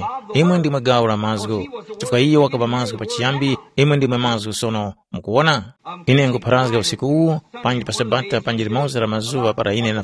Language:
Tumbuka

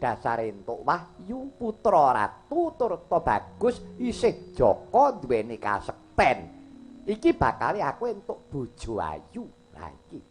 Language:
Javanese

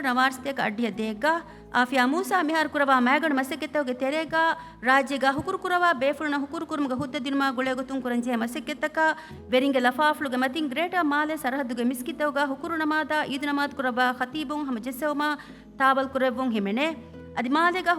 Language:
Divehi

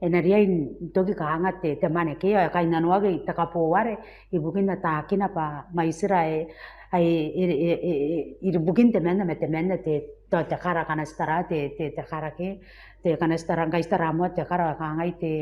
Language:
Gilbertese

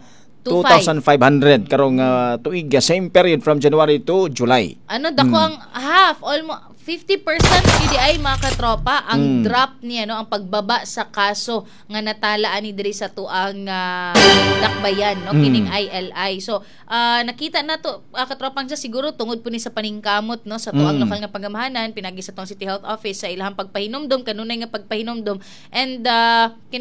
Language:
Cebuano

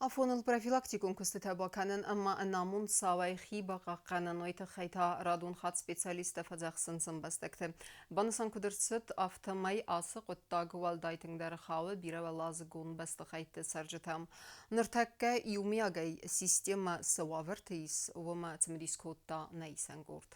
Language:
Ossetic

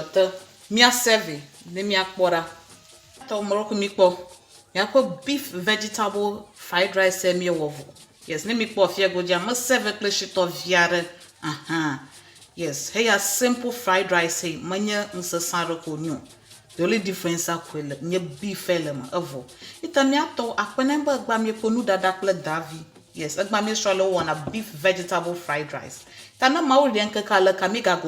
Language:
Ewe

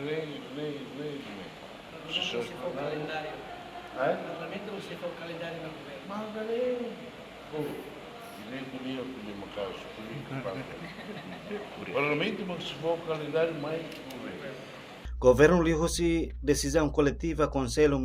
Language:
Tetum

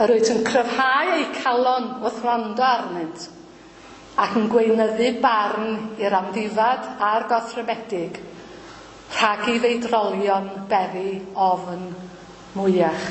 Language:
Welsh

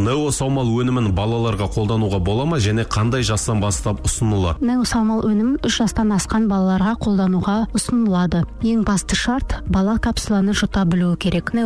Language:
Kazakh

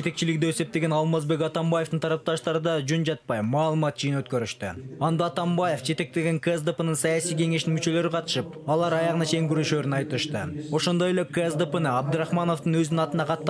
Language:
Kyrgyz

